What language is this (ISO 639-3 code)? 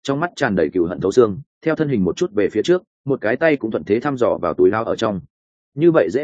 vie